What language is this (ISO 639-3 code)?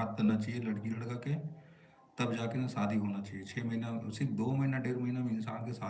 hne